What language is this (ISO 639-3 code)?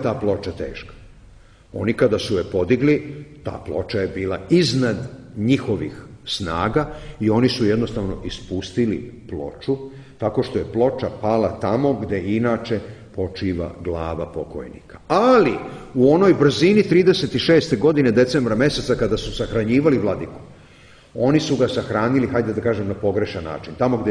srp